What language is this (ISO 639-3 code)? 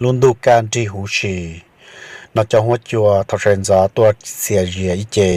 hmn